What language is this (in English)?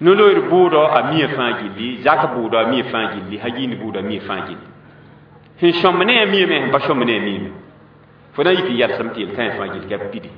Mossi